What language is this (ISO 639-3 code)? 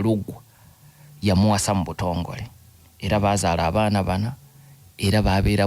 lug